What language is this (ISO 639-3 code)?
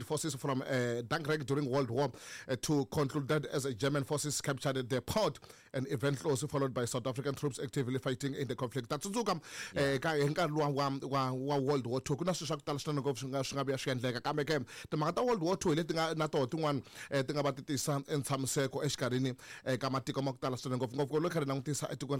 tso